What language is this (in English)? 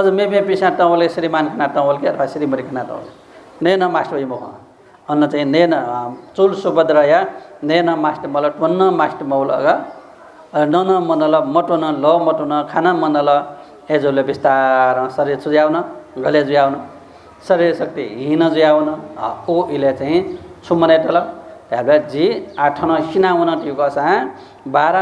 Newari